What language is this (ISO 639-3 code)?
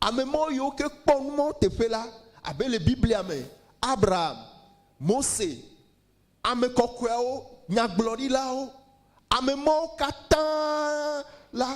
ewe